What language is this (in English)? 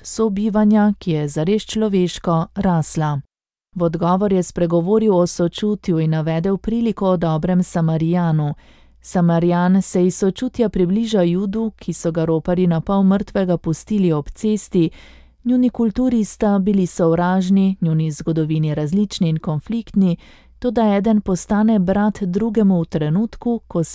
Slovenian